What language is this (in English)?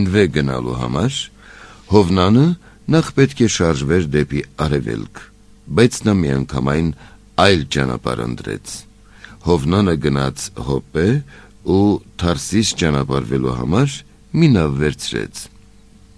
Armenian